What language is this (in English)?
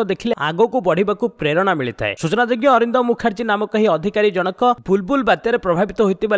Odia